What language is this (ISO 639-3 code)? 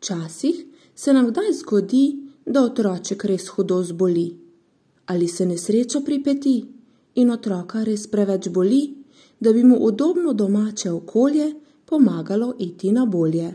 slv